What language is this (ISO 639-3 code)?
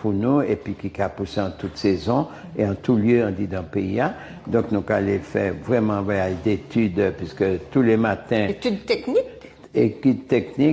gcf